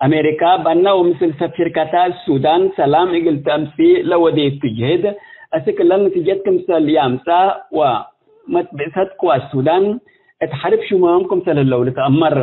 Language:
Tigre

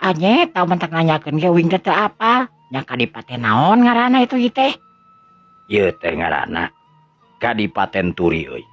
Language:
Sundanese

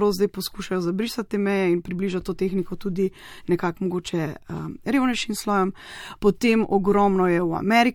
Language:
Slovenian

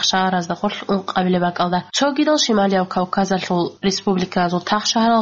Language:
Avaric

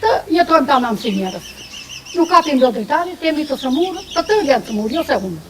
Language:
Albanian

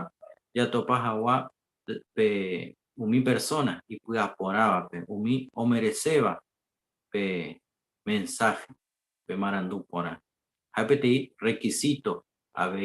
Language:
Guarani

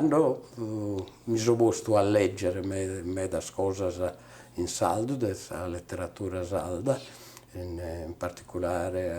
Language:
Sardinian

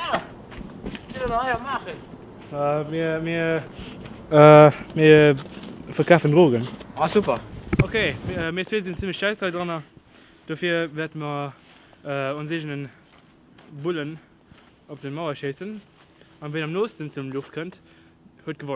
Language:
Luxembourgish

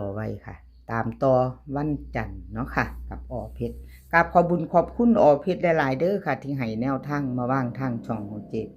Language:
Northeastern Thai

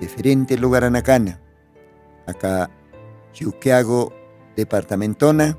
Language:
Aymara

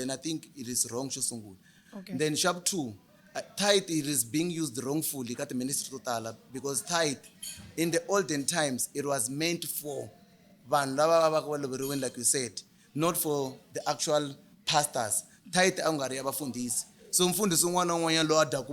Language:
Tsonga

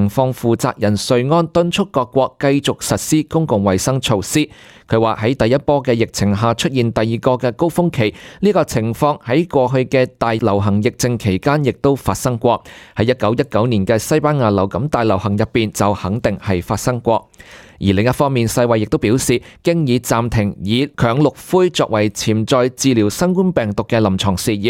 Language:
Cantonese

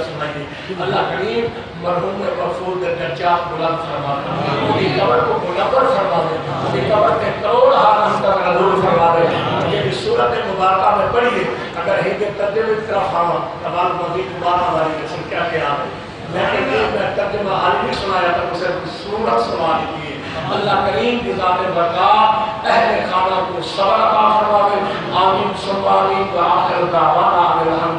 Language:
Saraiki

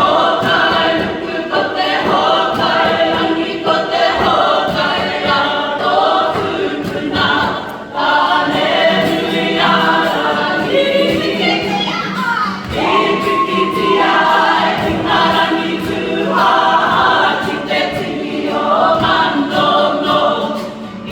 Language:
Māori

